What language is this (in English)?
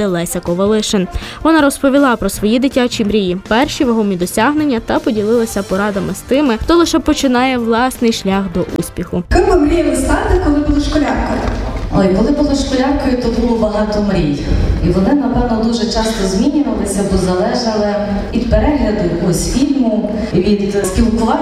Ukrainian